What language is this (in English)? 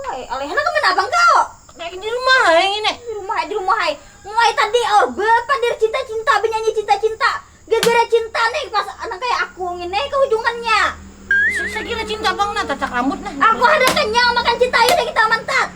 Banjar